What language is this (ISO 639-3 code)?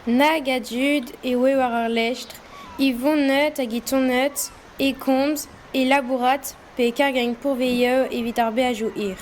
bre